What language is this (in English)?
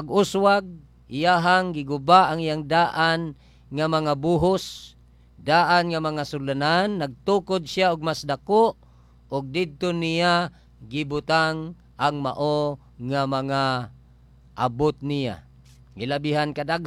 Cebuano